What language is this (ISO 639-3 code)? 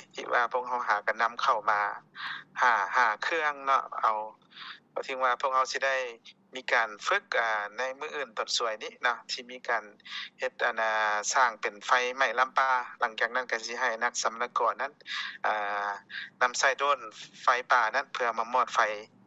lao